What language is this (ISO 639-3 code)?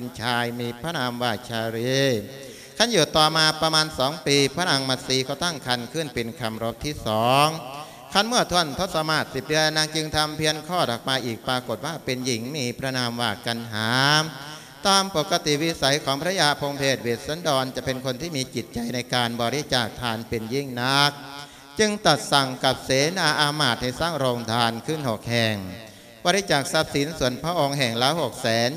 tha